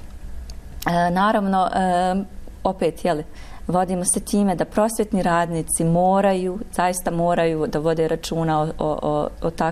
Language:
Bosnian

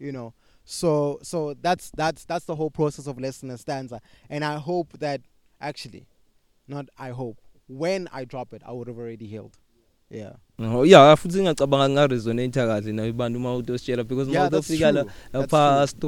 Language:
English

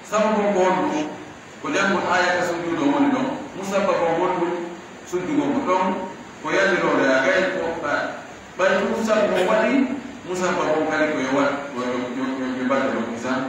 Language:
Pular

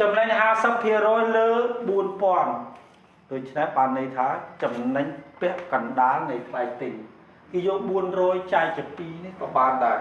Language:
Khmer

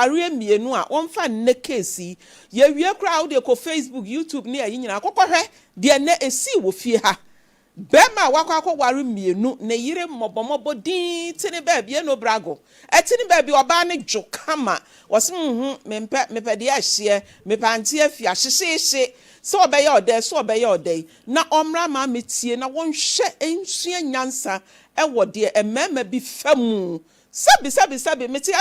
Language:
Akan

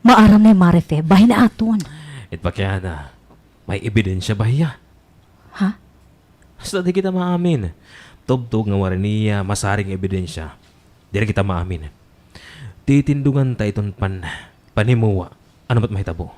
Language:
Waray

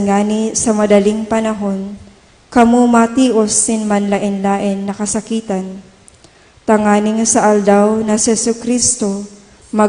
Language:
Bikol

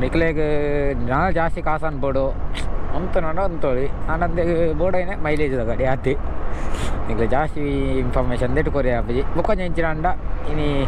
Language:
Tulu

